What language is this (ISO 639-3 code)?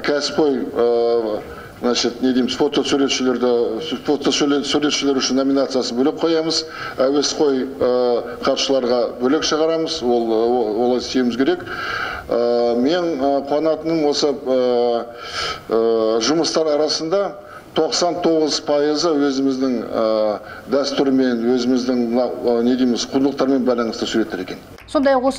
kaz